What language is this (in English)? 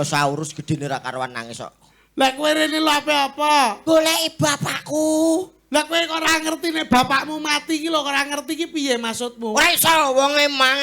Javanese